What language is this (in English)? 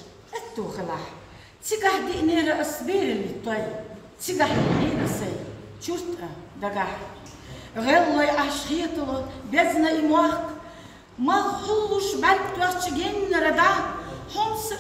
Chechen